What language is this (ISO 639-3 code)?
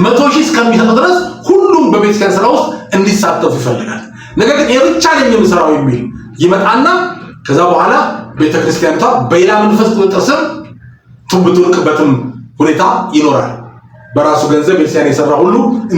amh